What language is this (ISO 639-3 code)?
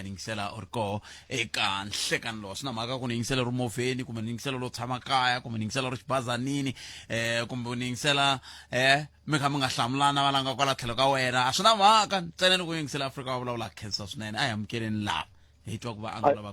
tso